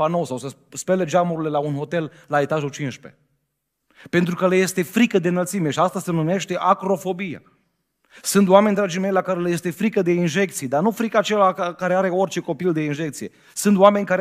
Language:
Romanian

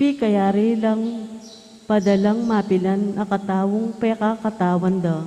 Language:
Pampanga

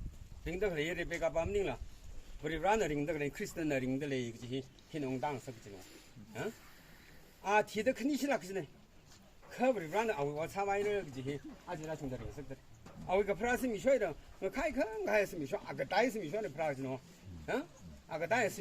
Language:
Tangkhul Naga (India)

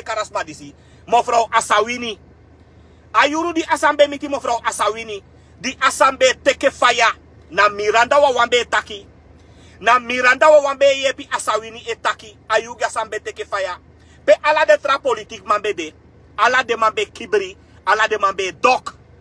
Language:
Sranan Tongo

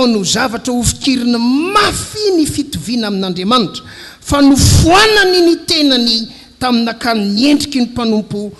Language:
Malagasy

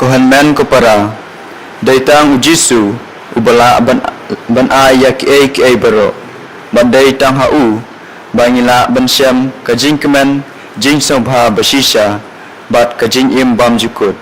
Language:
Khasi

